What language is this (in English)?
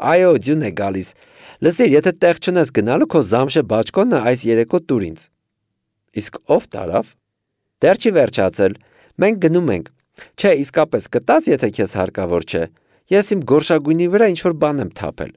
Armenian